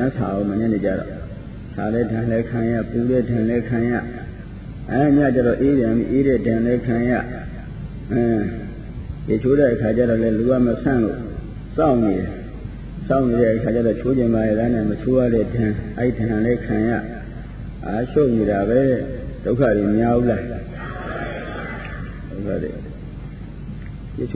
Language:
Burmese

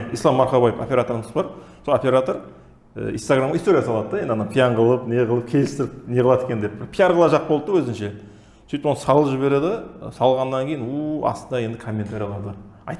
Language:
Kara-Kalpak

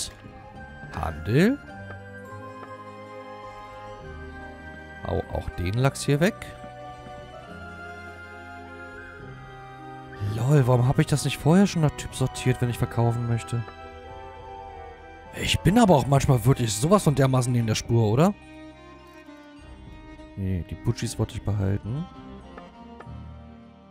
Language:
German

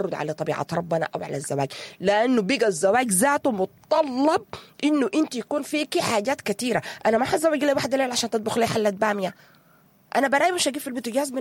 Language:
Sudanese Arabic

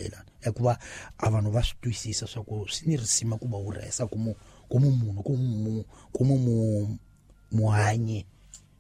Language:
Tsonga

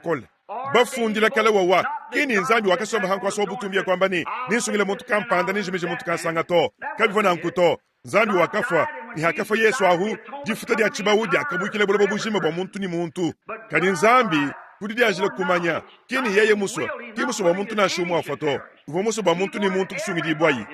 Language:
Luba-Lulua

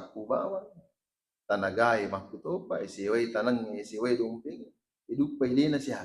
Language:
Buginese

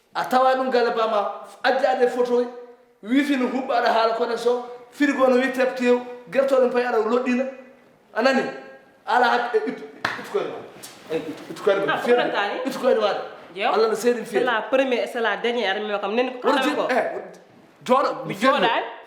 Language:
Fula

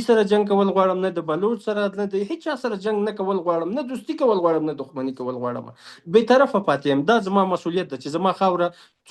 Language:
Pashto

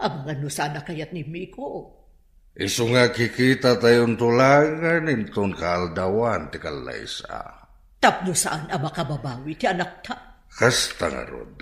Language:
Iloko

